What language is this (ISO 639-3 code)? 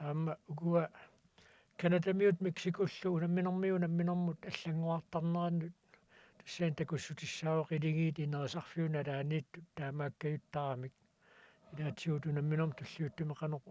kal